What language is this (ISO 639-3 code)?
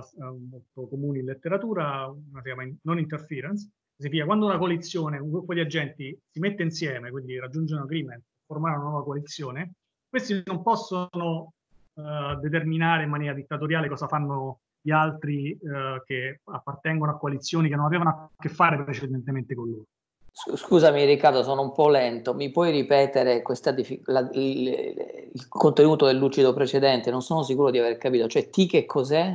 ita